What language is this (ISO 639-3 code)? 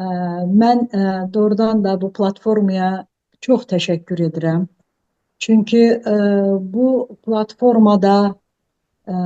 aze